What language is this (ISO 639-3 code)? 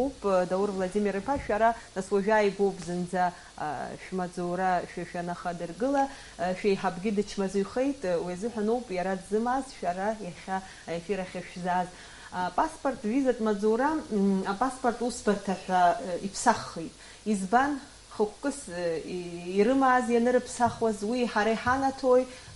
abk